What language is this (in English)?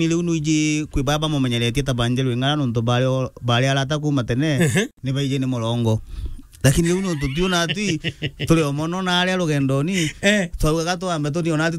Meru